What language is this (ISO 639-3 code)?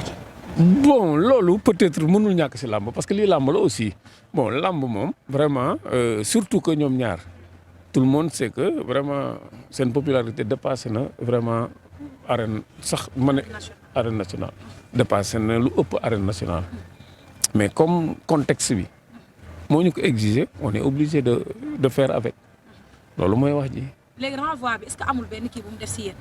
wol